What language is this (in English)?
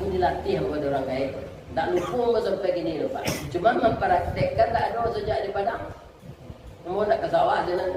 Minangkabau